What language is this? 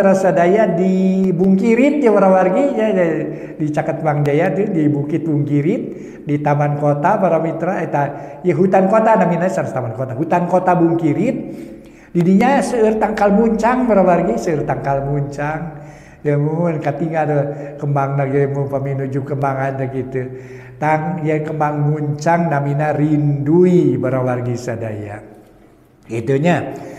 Sundanese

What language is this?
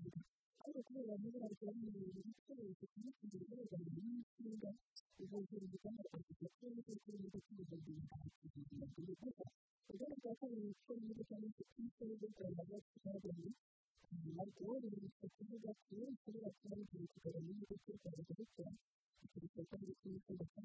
Kinyarwanda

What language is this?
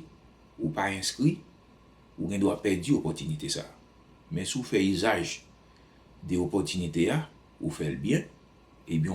Haitian Creole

